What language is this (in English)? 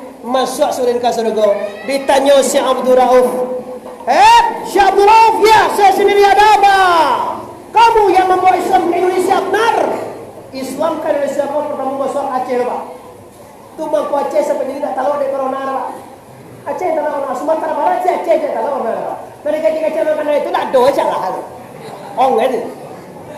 Minangkabau